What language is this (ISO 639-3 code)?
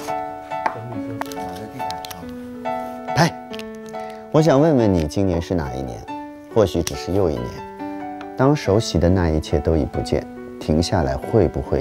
zho